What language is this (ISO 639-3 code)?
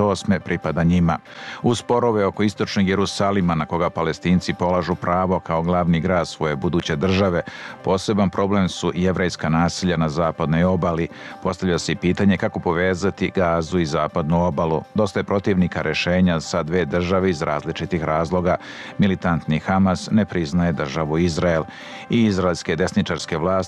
srp